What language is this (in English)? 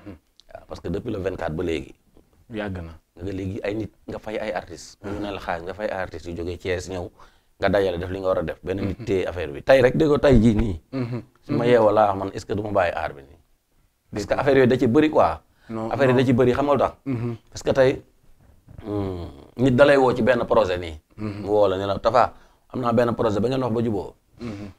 Wolof